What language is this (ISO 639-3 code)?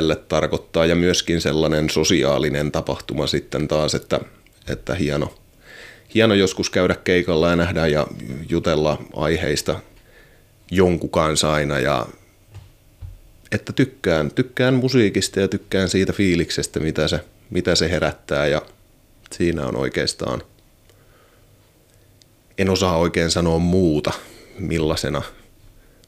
fin